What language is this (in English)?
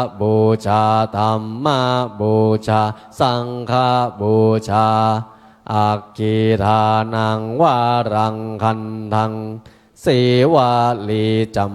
Pali